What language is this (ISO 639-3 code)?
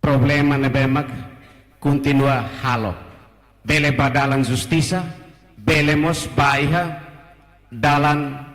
tet